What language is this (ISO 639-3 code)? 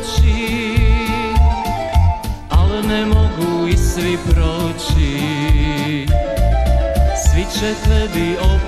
srp